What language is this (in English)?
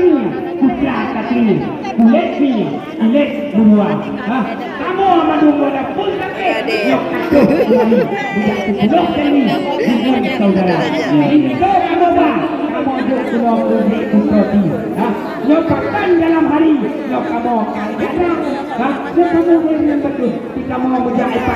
Achinese